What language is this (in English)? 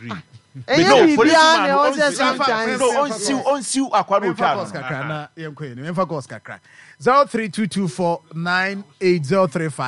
Akan